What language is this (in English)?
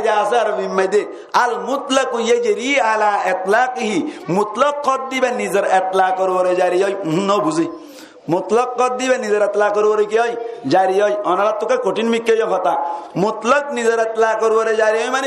Rohingya